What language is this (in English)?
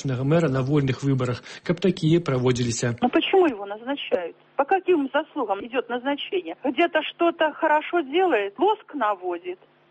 Belarusian